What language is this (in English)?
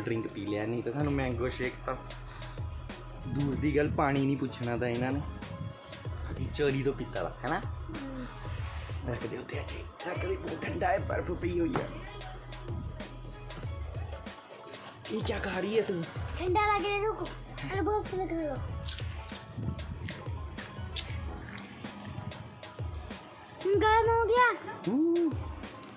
Punjabi